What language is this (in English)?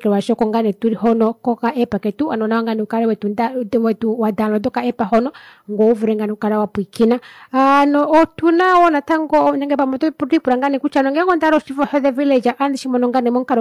Kuanyama